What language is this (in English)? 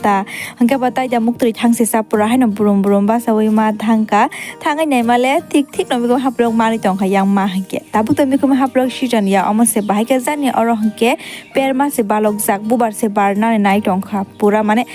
Kok Borok